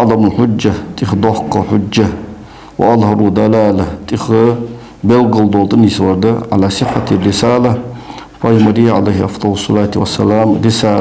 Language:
Ingush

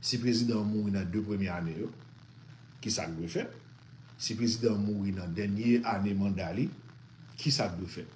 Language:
Haitian Creole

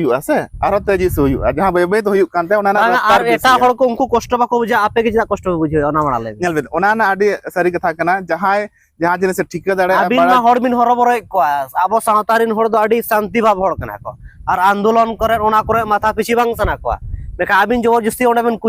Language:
Santali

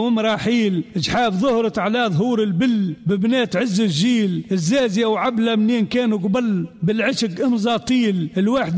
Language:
Tunisian Arabic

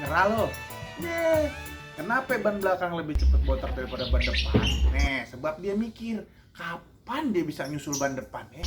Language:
Betawi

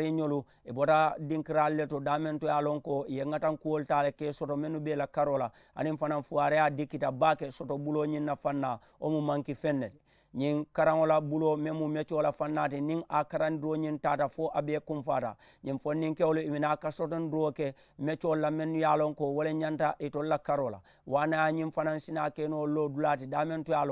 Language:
Mandingo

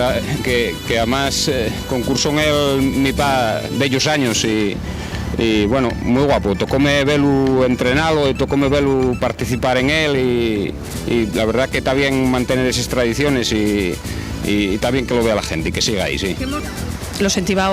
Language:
Asturian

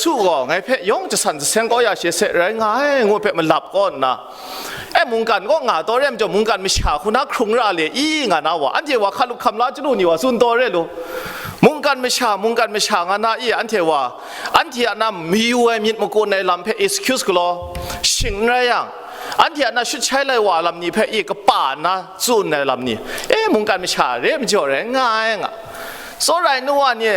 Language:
Kachin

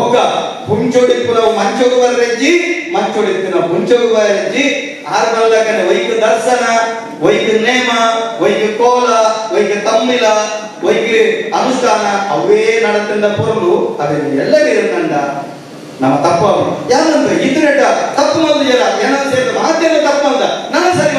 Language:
Tulu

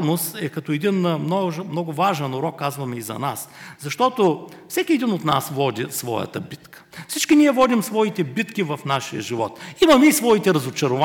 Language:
Bulgarian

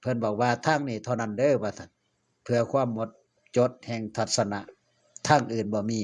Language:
Lao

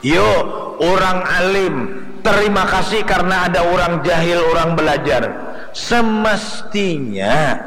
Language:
Banjar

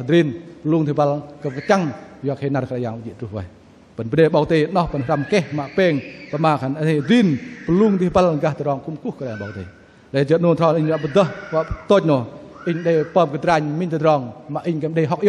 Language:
Bahnar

